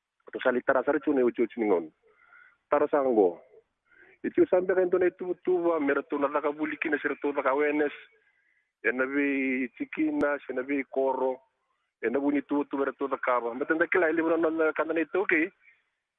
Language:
Fijian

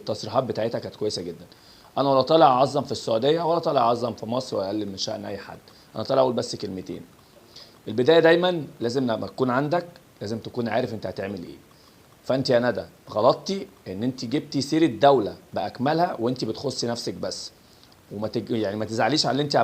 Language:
Egyptian Arabic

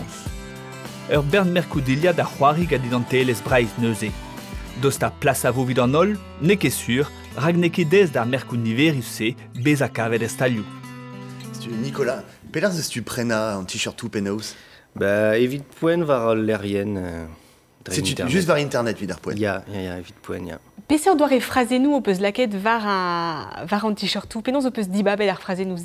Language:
Breton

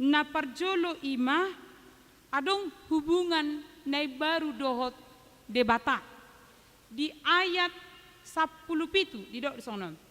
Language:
Batak Toba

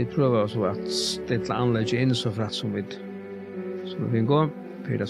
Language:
Faroese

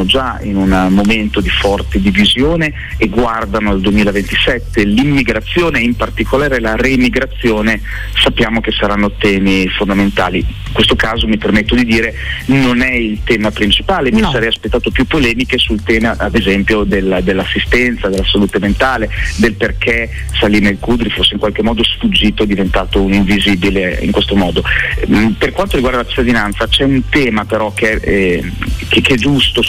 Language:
Italian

